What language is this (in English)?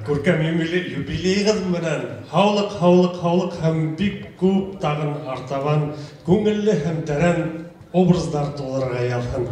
Bashkir